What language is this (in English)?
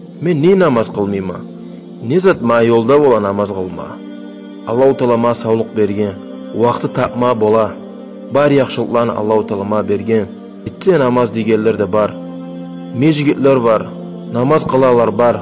Kumyk